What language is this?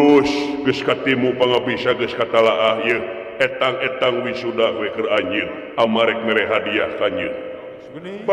Sundanese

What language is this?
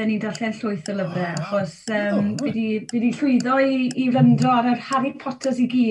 Welsh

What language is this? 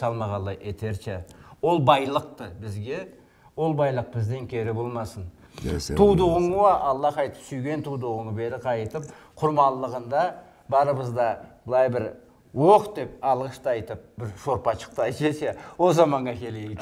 Karachay-Balkar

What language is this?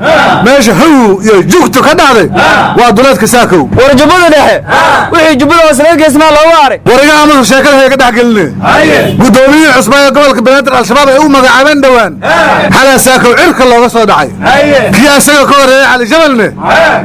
Somali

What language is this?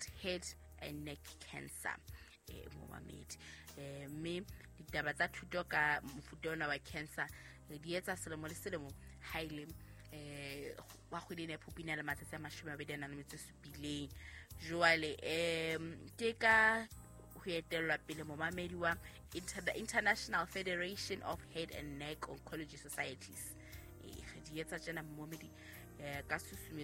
Southern Sotho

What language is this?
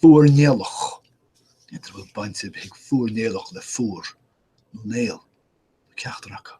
Irish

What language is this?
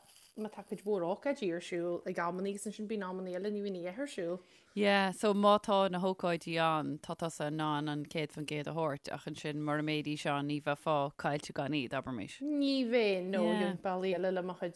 Irish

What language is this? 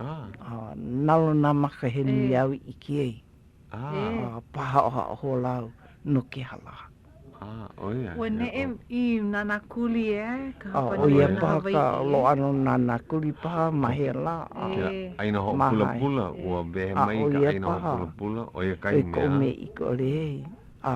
Hawaiian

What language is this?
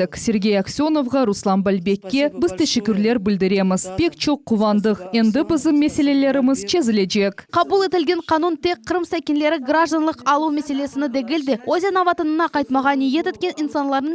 Crimean Tatar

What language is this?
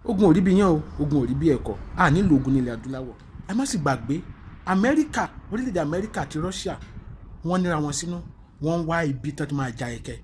Yoruba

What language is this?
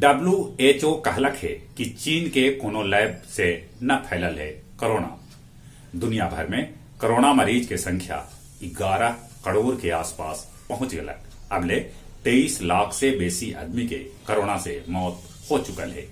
Magahi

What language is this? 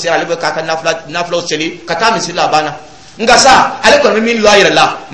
Dyula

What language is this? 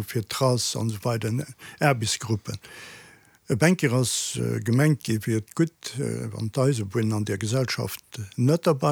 Luxembourgish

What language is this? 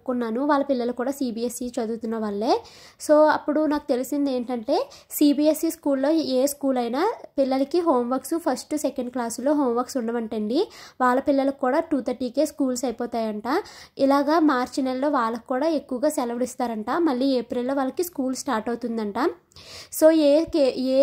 Telugu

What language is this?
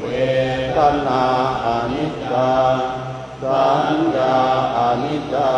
Pali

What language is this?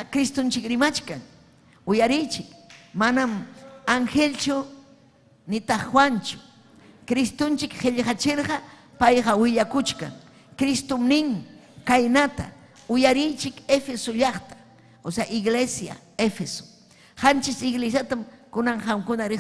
Ayacucho Quechua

